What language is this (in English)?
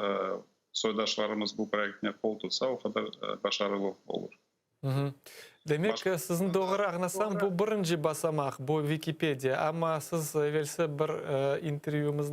Crimean Tatar